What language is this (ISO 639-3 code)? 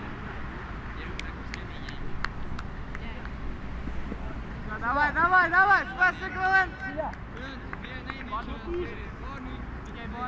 ukr